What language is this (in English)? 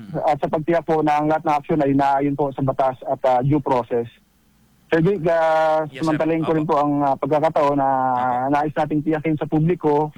Filipino